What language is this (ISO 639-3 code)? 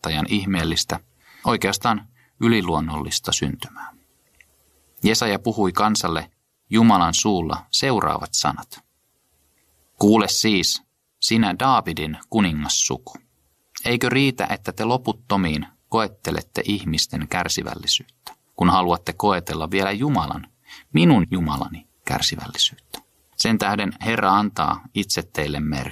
fin